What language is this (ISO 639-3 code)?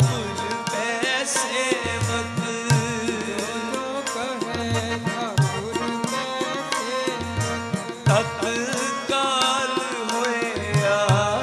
hin